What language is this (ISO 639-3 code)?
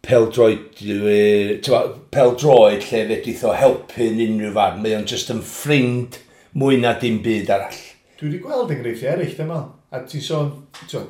cym